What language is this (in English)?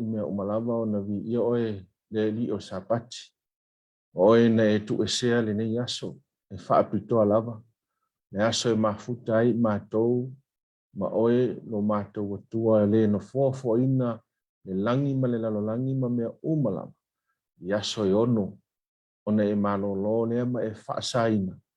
Samoan